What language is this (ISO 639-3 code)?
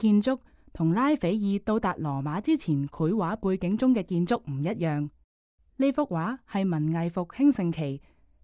yue